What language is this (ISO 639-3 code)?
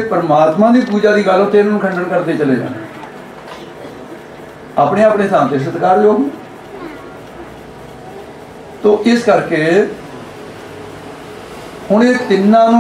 pan